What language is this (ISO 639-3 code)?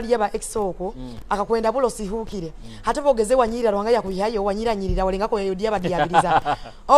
nyo